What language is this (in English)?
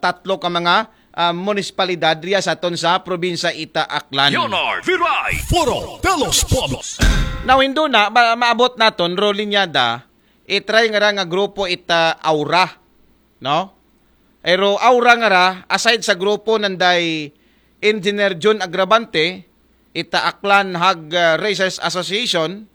Aklanon